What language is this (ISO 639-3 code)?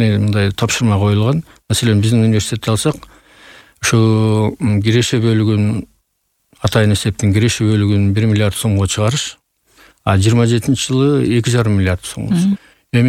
kir